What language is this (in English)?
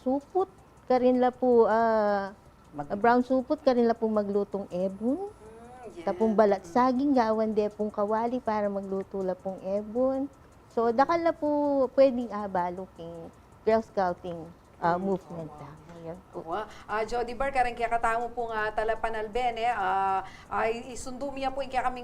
Pampanga